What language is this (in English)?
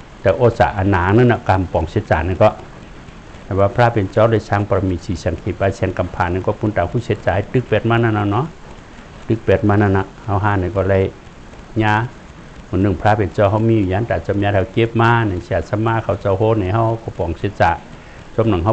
Shan